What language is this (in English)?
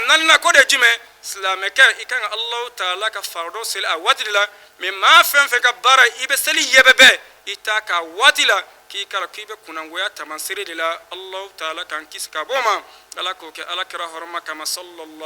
Bambara